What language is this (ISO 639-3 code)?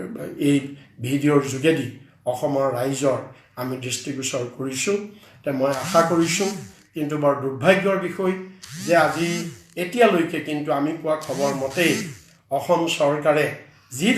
asm